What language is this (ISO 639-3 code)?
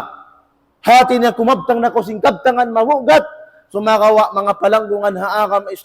tsg